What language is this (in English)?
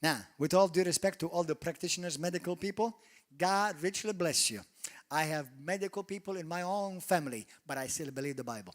English